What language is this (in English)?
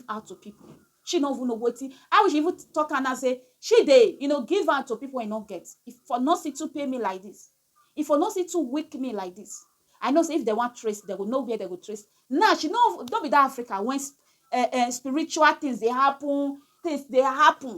Nigerian Pidgin